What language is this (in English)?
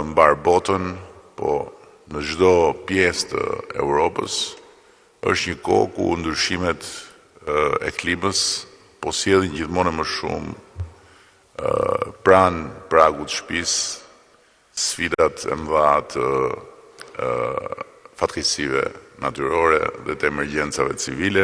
Albanian